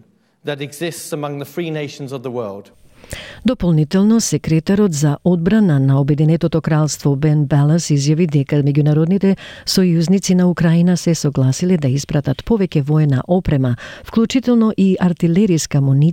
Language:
Macedonian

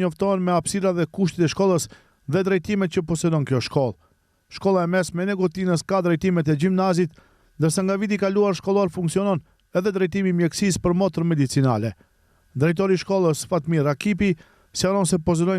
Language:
Albanian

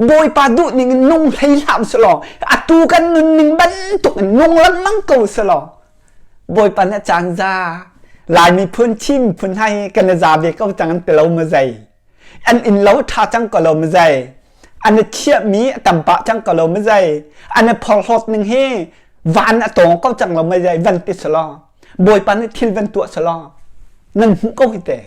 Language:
Hakha Chin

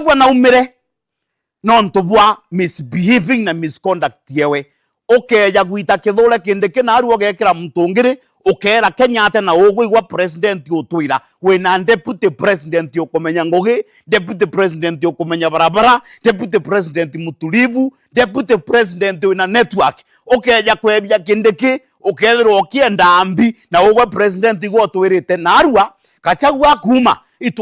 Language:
Meru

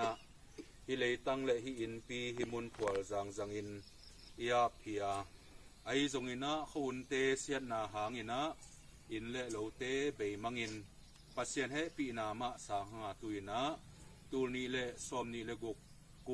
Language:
Tedim Chin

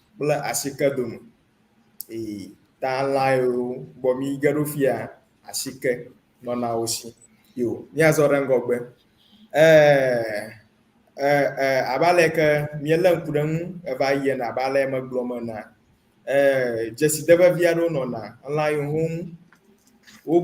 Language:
Ewe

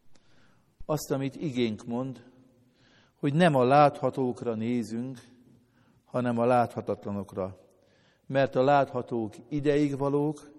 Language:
Hungarian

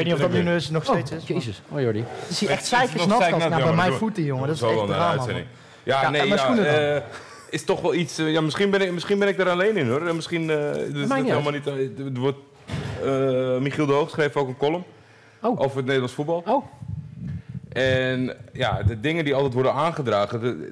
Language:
Dutch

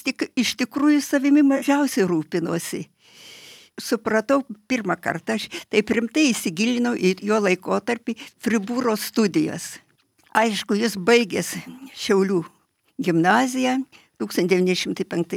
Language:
Lithuanian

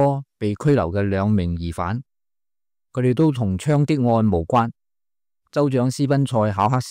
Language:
Cantonese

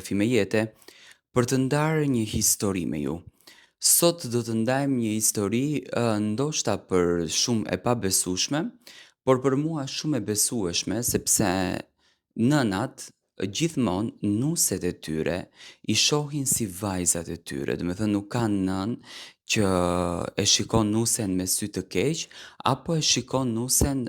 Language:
Albanian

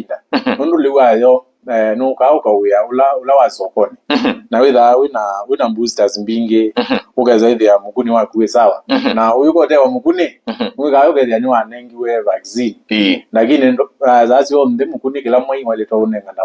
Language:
Kamba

